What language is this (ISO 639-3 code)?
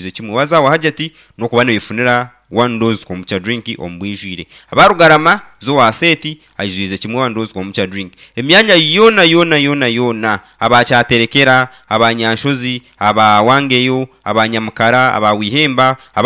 nyn